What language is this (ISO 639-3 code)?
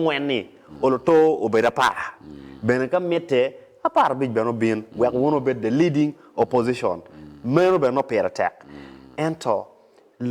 ach